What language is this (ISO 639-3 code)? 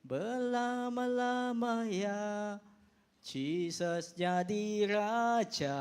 iba